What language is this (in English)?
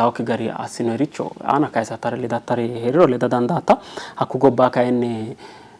Sidamo